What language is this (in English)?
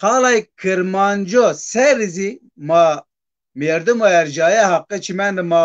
Zaza